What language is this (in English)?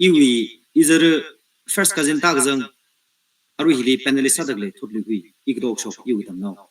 Tangkhul Naga (India)